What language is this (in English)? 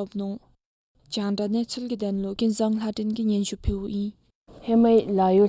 Dzongkha